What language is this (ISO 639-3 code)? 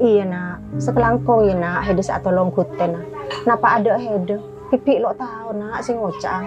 mad